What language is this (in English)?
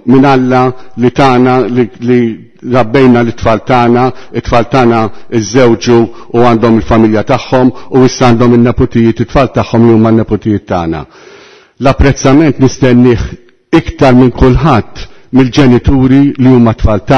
Maltese